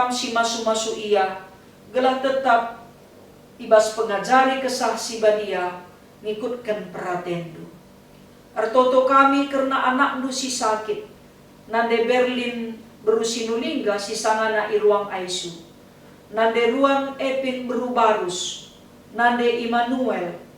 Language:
Batak Karo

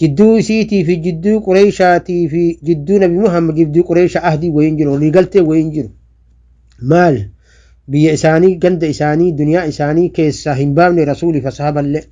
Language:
Oromo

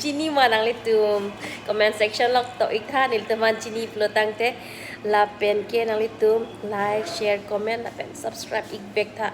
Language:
Karbi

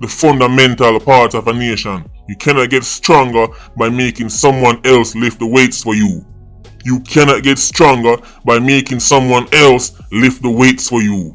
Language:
Jamaican Creole English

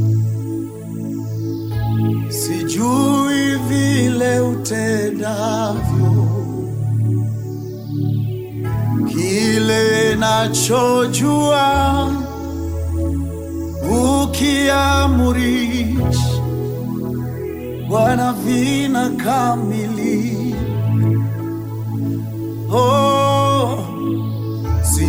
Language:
Swahili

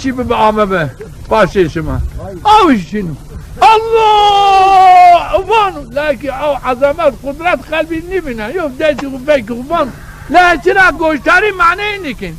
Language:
Zaza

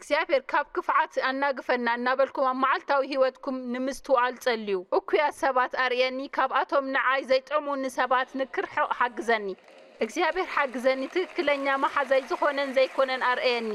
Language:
Tigrinya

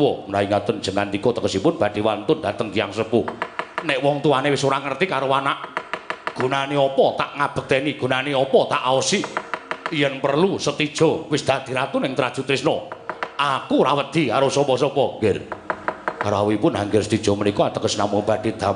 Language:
Javanese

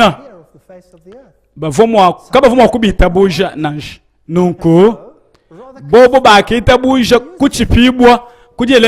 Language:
Luba-Lulua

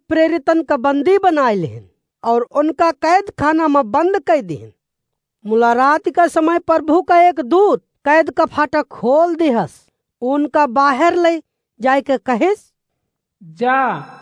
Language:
Awadhi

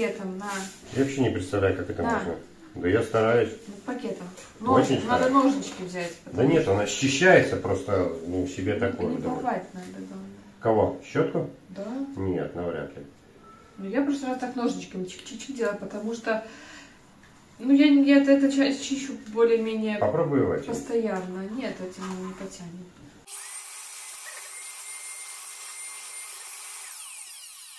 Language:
Russian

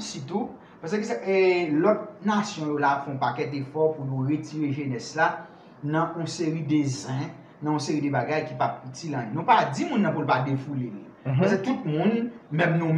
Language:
Haitian Creole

